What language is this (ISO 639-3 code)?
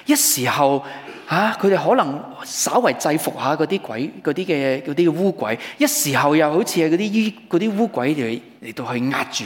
yue